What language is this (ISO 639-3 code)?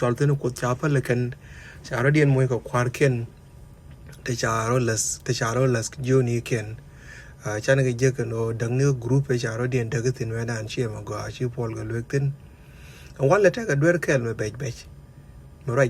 nus